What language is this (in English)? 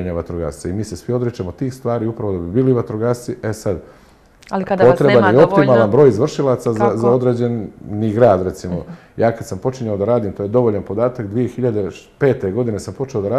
Bosnian